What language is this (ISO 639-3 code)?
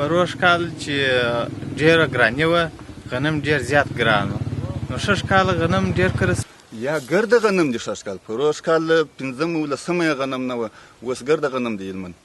pus